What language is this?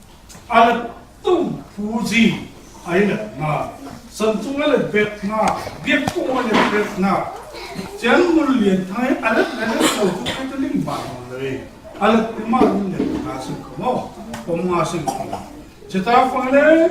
Falam Chin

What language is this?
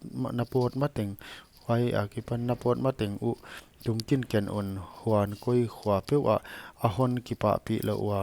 Paite Chin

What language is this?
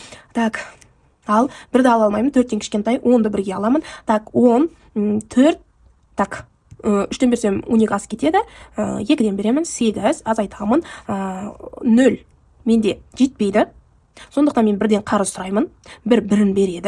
Kazakh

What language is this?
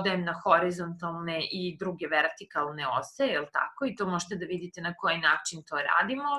Serbian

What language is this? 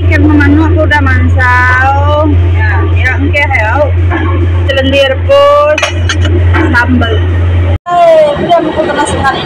Iban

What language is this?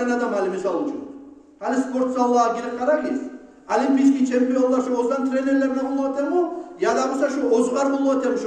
Kumyk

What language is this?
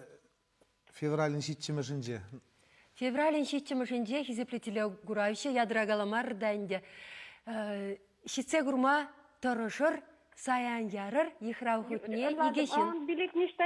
Chuvash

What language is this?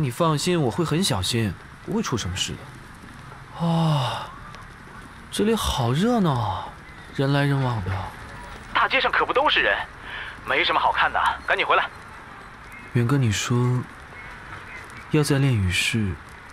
Chinese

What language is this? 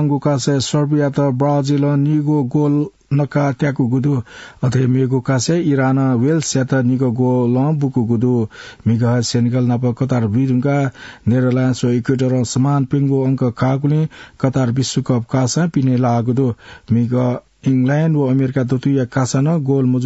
Newari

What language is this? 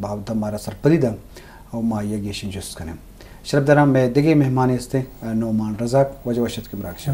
Eastern Balochi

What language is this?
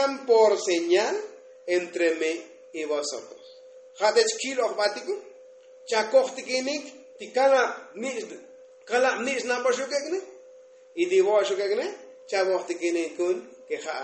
Tzotzil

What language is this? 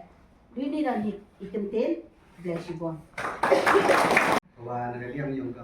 Khasi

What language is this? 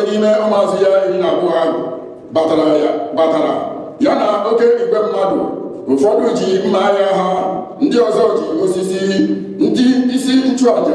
Igbo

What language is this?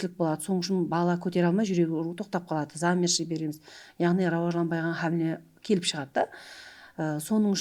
Kara-Kalpak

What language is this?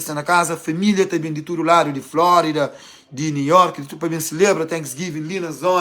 Kabuverdianu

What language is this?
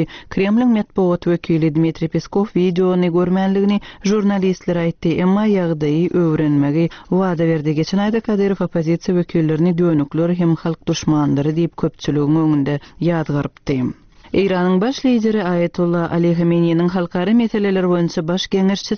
Turkmen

